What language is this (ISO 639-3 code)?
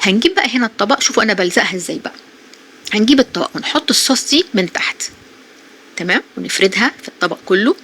arz